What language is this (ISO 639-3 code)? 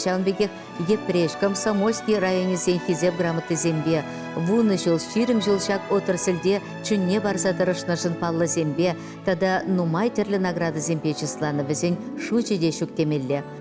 chv